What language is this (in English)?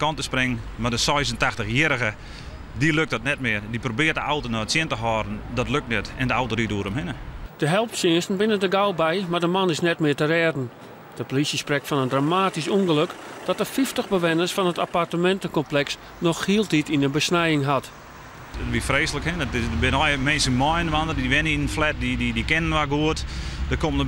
Western Frisian